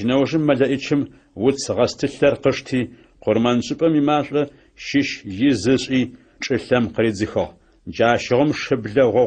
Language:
Adyghe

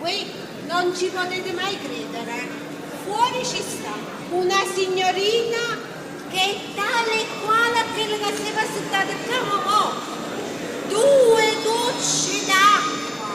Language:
Neapolitan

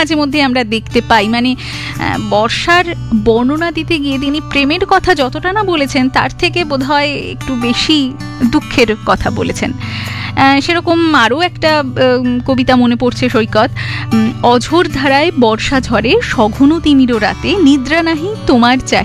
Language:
Bangla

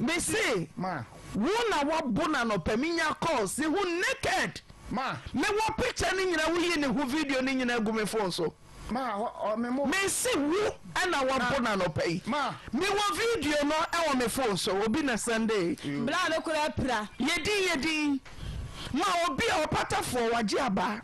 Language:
Akan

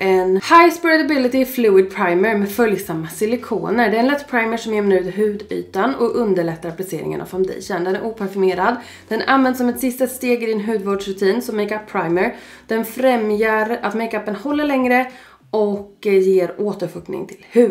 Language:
Swedish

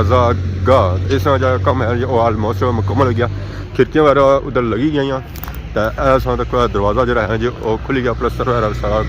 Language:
Pahari-Potwari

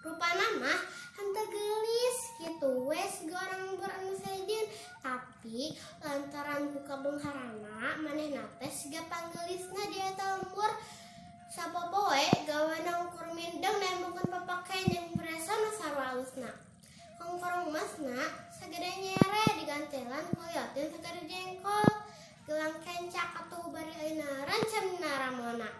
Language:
Sundanese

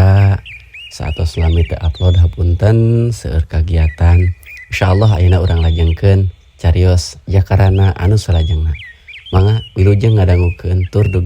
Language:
Sundanese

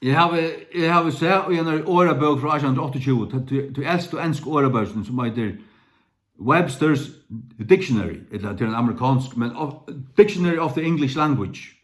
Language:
Faroese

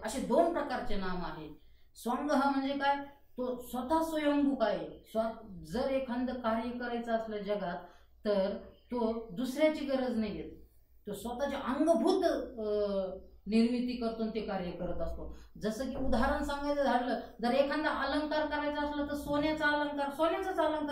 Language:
Marathi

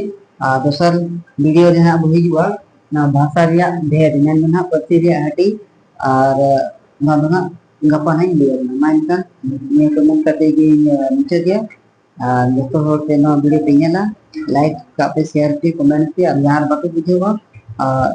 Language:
Santali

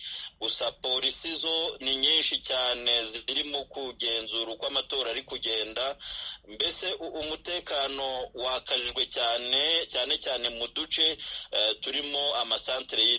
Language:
Kinyarwanda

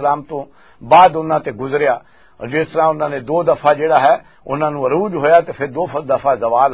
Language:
Western Panjabi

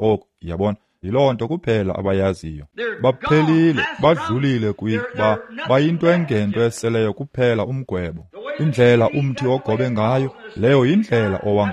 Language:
Xhosa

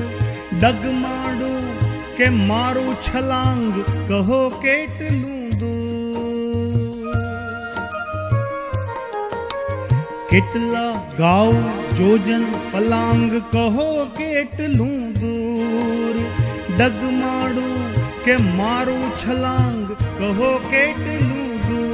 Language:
Gujarati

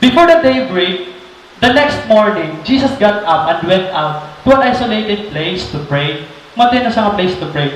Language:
Waray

